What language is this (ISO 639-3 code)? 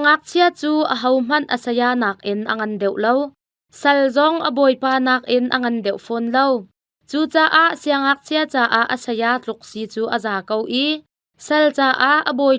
cnh